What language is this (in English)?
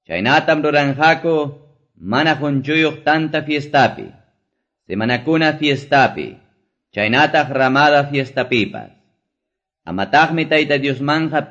Quechua